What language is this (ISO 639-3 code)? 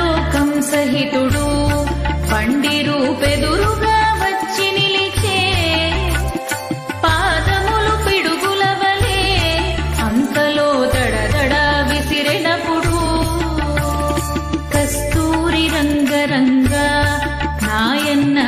tel